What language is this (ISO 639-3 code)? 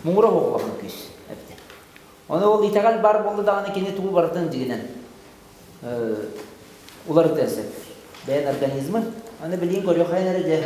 sah